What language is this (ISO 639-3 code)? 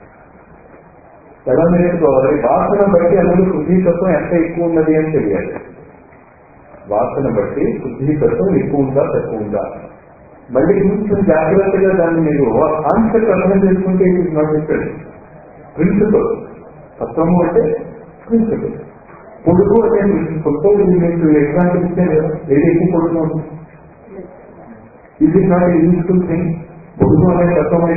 tel